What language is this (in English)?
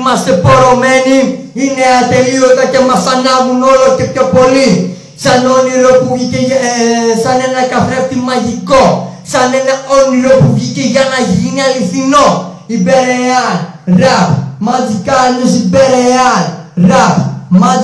Greek